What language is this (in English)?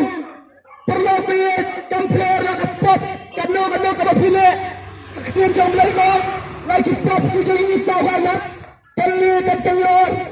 Khasi